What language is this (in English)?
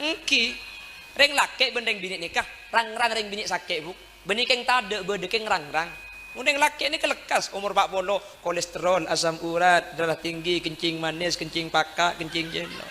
Madurese